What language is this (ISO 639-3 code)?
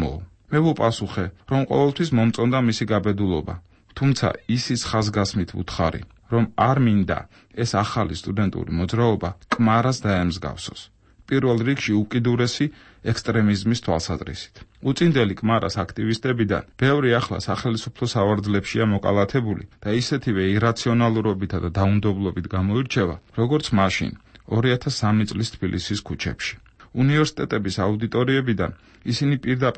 kat